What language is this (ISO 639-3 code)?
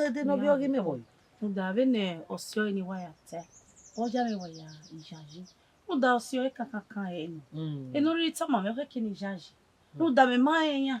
bin